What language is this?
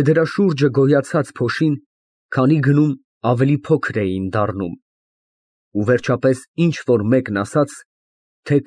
Armenian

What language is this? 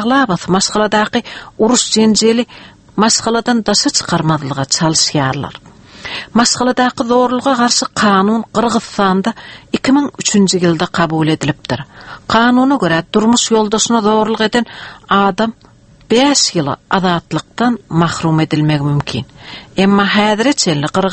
Turkmen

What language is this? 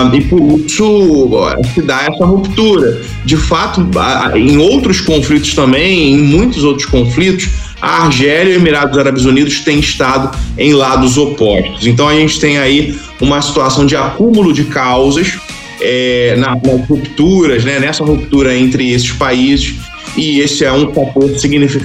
Portuguese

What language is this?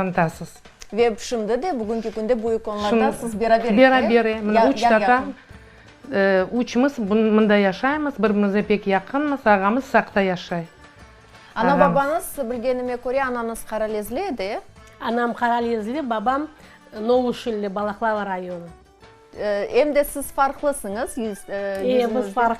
Crimean Tatar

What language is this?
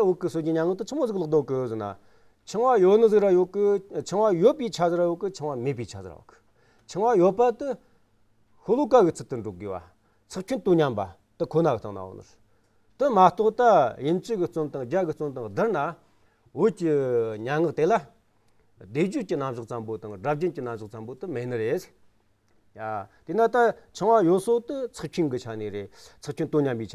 Amdo Tibetan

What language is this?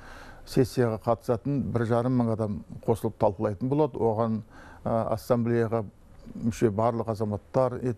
Kazakh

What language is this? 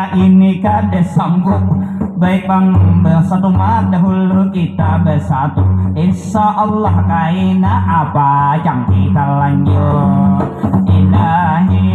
Banjar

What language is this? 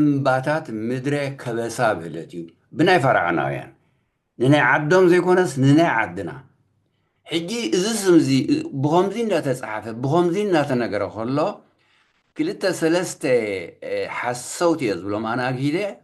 Tigrinya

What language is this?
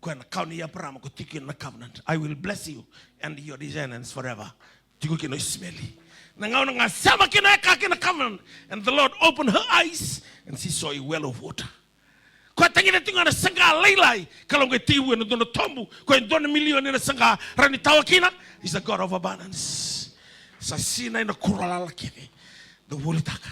Fijian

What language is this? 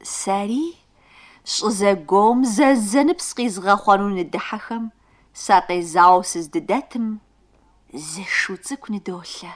Kabardian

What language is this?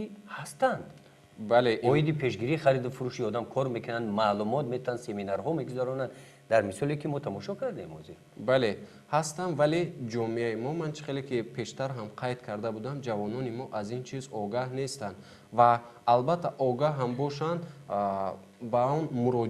Tajik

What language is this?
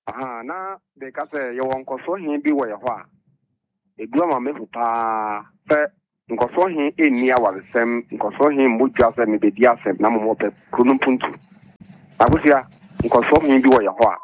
Akan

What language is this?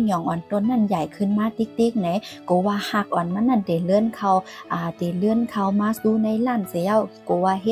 Shan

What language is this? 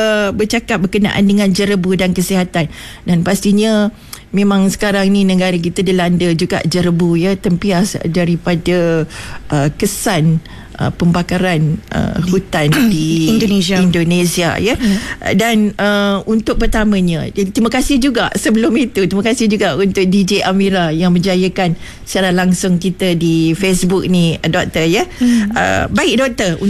Malay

